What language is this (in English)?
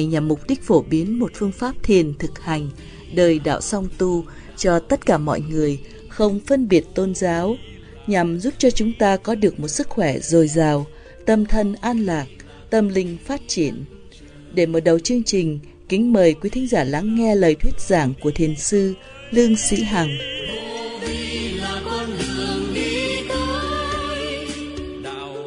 Vietnamese